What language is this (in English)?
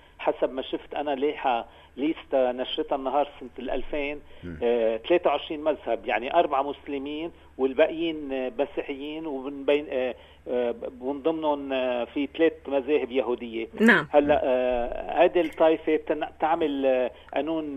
North Levantine Arabic